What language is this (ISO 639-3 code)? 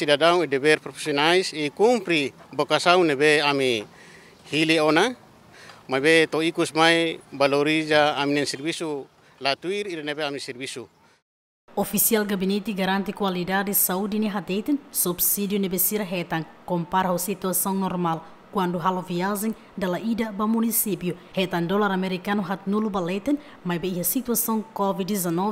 tet